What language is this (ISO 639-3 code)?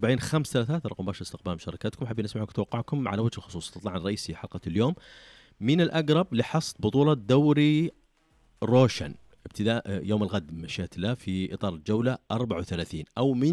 ars